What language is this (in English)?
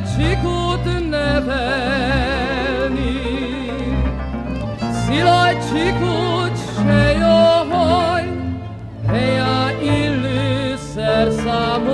Hungarian